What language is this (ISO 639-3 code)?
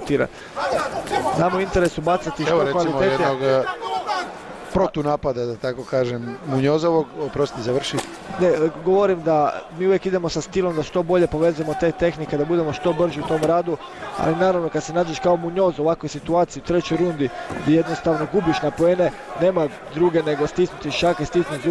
hrv